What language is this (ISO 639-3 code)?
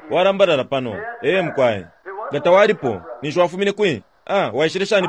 bem